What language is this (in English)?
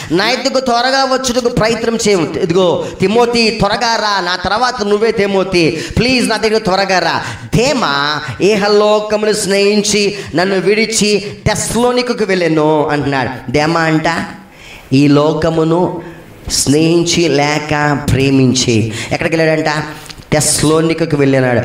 Telugu